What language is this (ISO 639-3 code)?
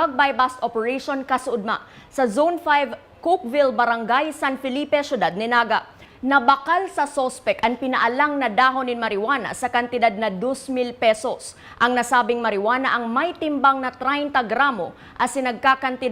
bik